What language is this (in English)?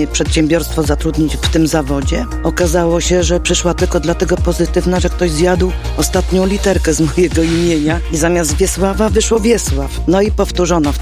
Polish